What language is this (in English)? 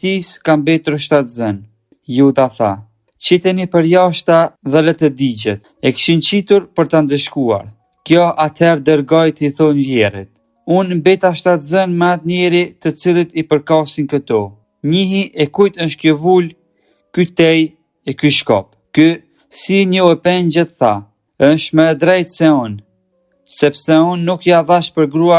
Albanian